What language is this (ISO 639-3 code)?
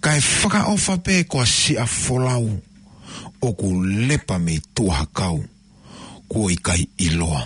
ton